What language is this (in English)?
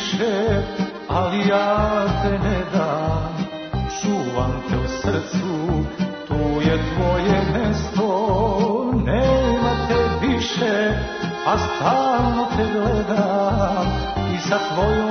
Serbian